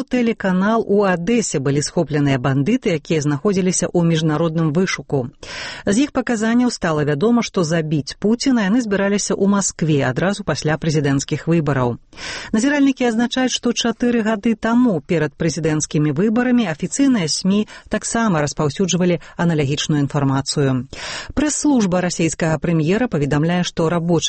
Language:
Belarusian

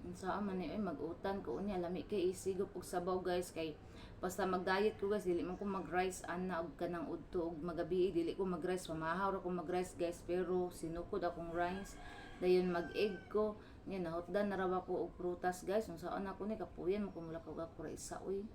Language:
Cebuano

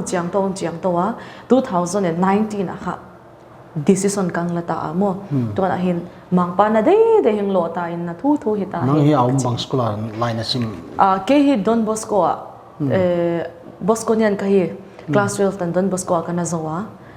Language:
Paite Chin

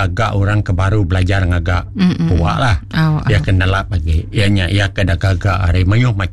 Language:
Iban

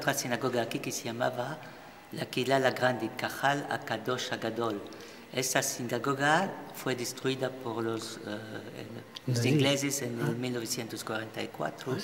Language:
Ladino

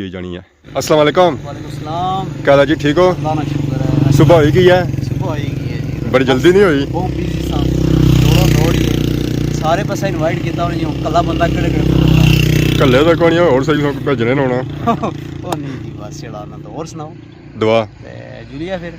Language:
Pahari-Potwari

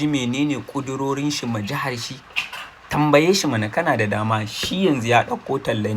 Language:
Hausa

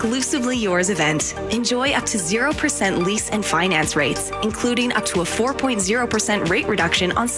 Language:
English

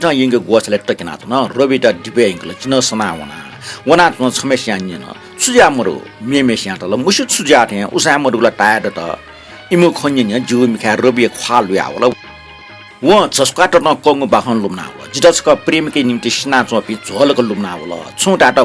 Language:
Newari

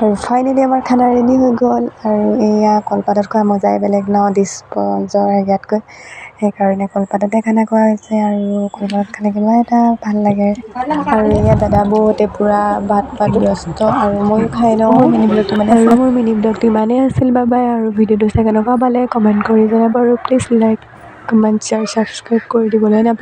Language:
Assamese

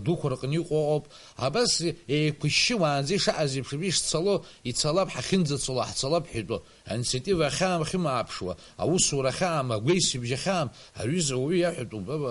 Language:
Abkhazian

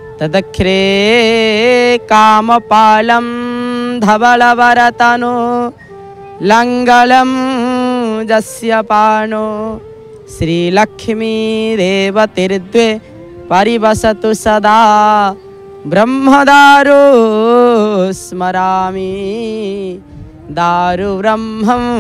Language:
Odia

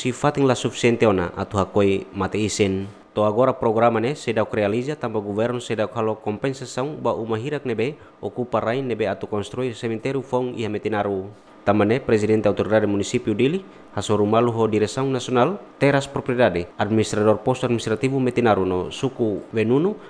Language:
Tetum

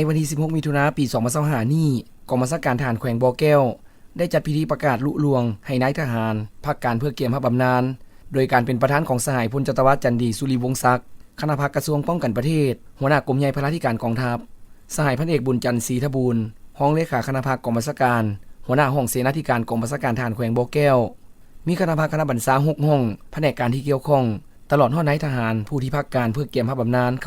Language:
Lao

